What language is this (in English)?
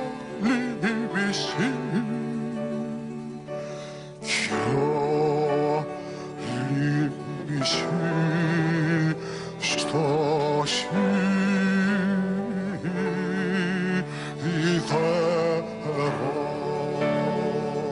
Greek